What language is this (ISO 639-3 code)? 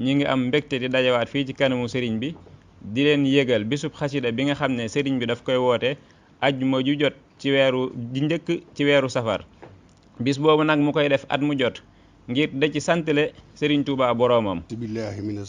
wol